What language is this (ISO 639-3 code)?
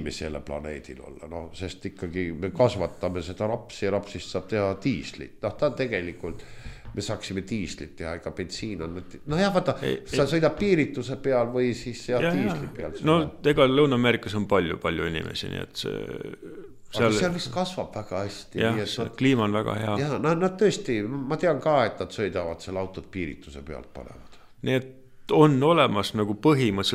est